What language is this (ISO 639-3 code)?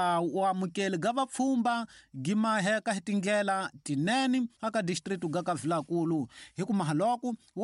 tso